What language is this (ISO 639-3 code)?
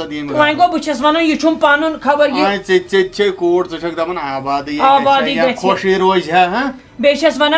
kas